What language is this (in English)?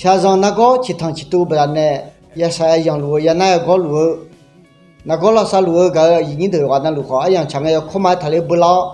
Akha